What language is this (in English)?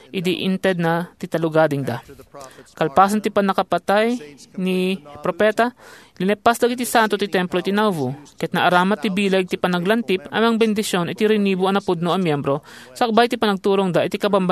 Iloko